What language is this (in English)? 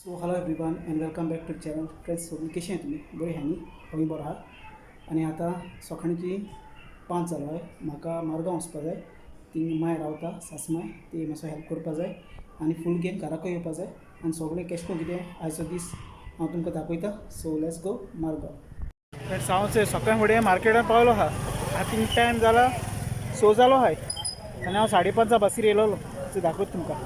Konkani